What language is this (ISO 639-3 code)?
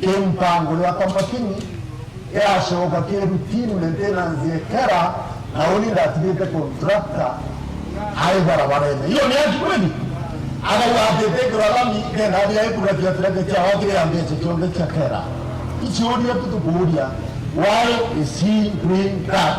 mer